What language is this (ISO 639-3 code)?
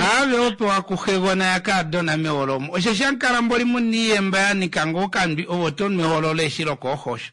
kua